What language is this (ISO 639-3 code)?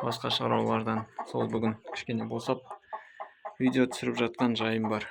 kaz